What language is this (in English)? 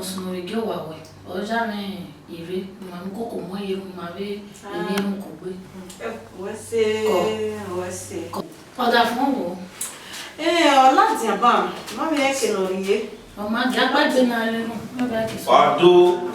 Bini